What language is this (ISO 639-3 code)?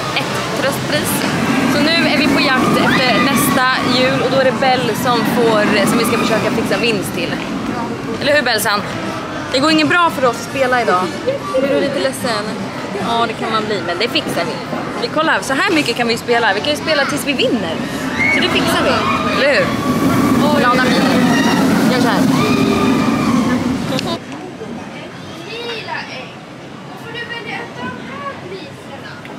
swe